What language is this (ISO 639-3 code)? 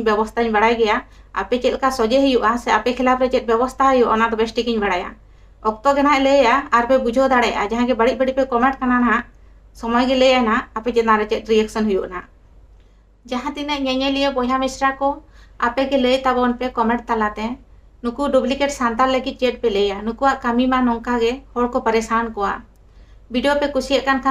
sat